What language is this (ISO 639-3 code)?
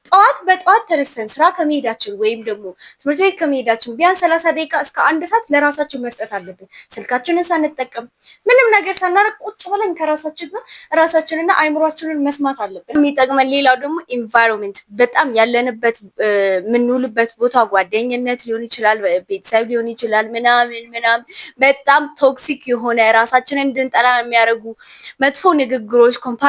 amh